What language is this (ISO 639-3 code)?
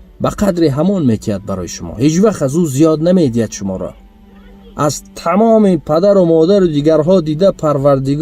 tgk